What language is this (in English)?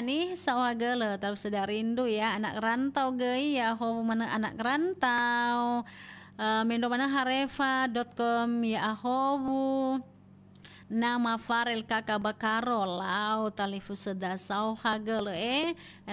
Nias